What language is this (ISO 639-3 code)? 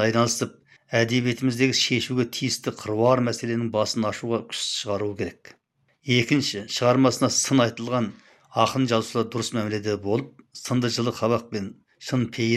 kaz